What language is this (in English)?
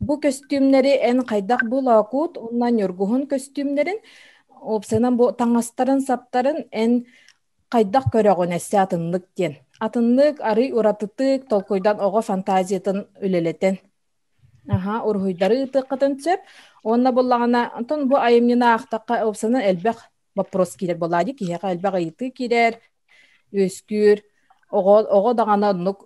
Yakut